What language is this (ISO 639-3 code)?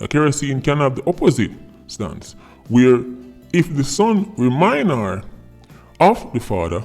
jam